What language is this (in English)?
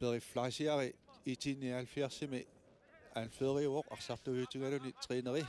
Kalaallisut